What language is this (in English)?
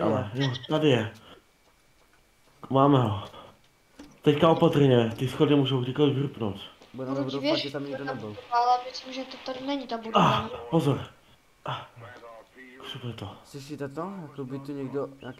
Czech